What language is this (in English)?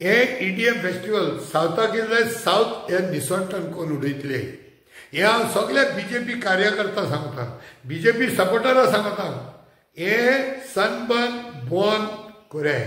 Konkani